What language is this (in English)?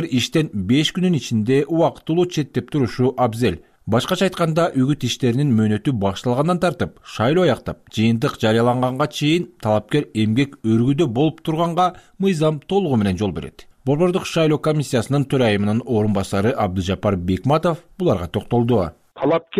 Kyrgyz